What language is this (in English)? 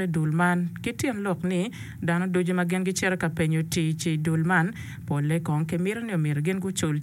Acoli